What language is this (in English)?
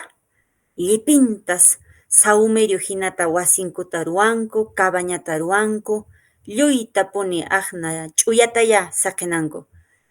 Quechua